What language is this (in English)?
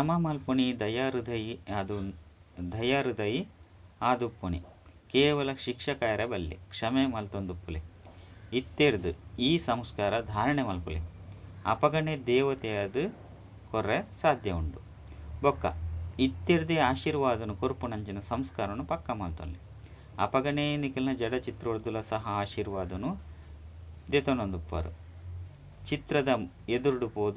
Tulu